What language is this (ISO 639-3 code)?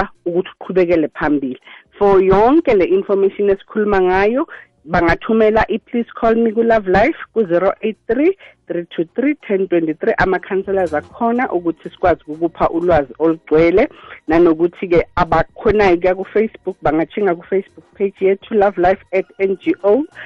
nbl